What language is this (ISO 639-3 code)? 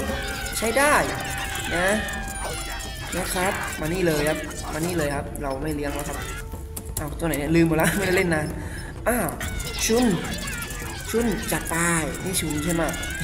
tha